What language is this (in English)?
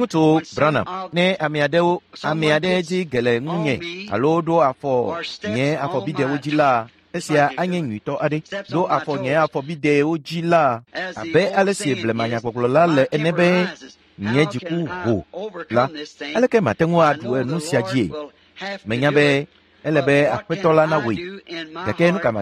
Ewe